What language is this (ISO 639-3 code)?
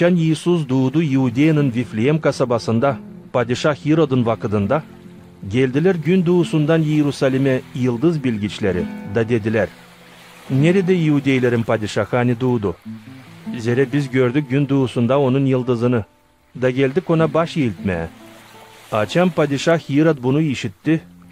gag